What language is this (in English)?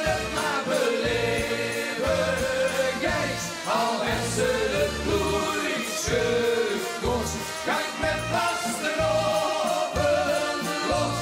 Limburgish